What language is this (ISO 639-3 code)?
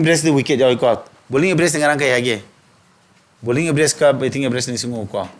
mni